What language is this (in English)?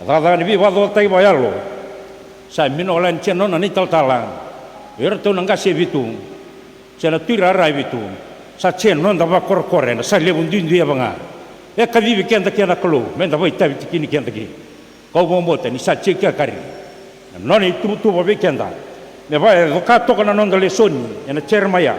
Fijian